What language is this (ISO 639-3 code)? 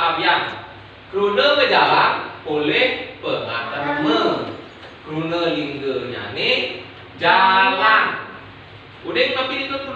ban